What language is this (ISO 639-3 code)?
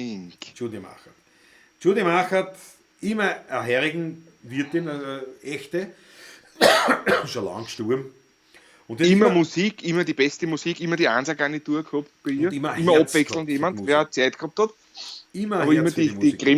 bar